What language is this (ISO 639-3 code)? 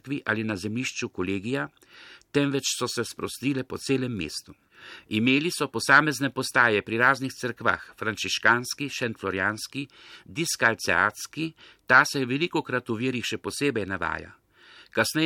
slv